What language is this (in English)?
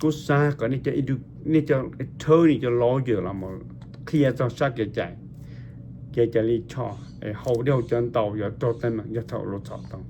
Hmong